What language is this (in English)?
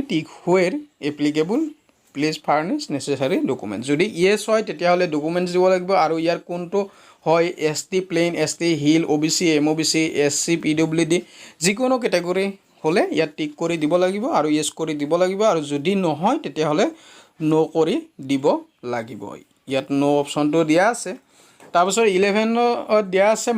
Assamese